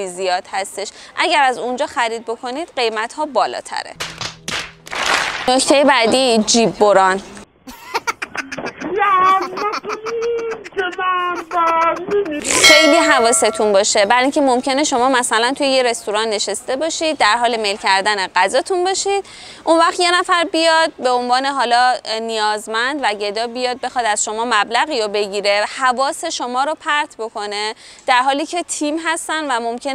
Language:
Persian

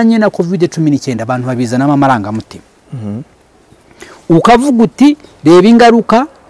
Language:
Kinyarwanda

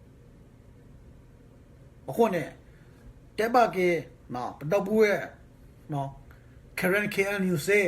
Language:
S'gaw Karen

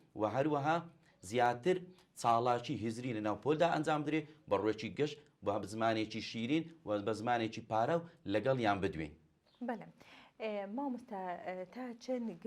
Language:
Central Kurdish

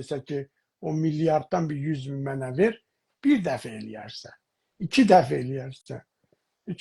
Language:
South Azerbaijani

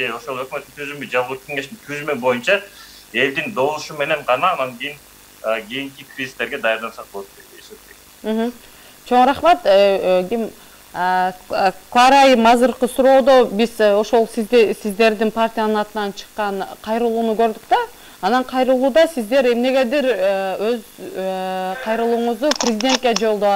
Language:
Kyrgyz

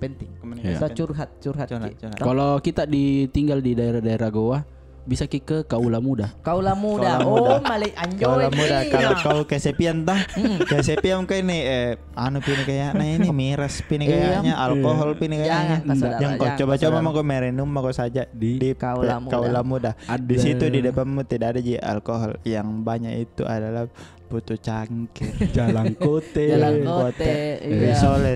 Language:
Makassar Malay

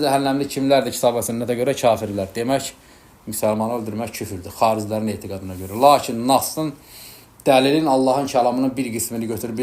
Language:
Azerbaijani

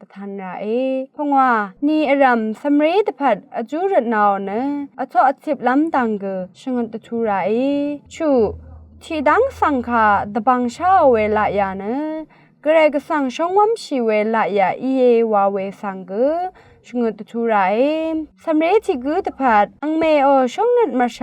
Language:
Rawang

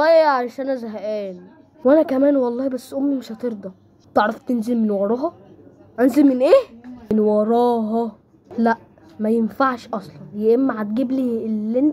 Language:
Egyptian Arabic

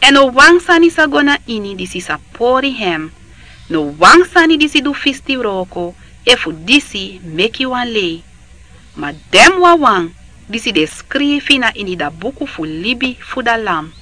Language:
Sranan Tongo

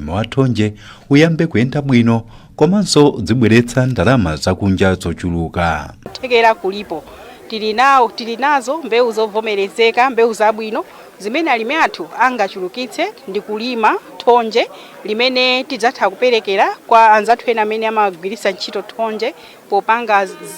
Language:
Nyanja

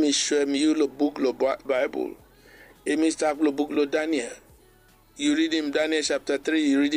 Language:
Bislama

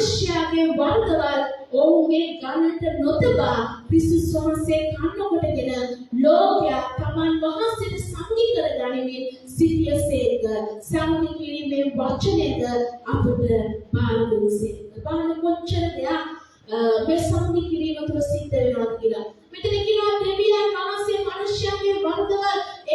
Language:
Sinhala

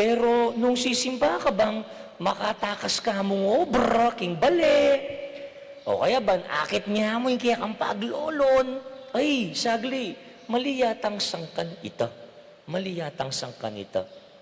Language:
Pampanga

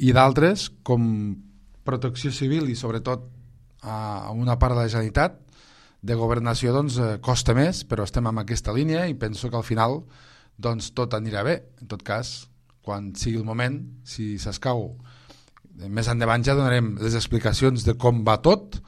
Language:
Catalan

